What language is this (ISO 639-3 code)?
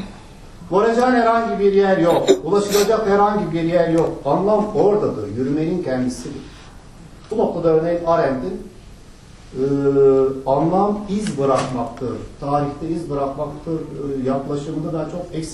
tur